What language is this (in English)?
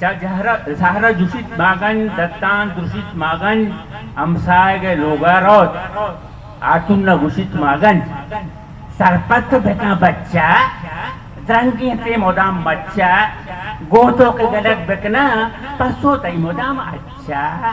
Eastern Balochi